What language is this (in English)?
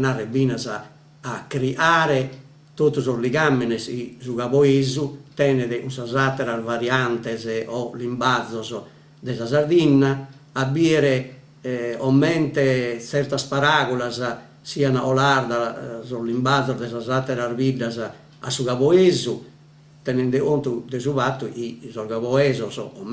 Sardinian